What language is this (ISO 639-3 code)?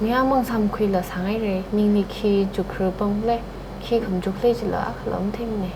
nmf